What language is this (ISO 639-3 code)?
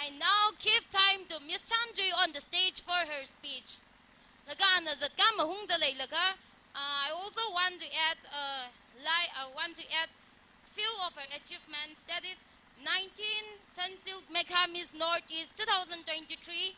nmf